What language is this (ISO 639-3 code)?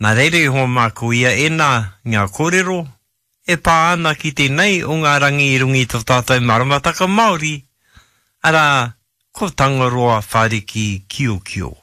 mri